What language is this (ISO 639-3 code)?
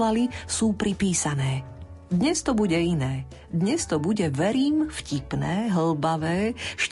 slk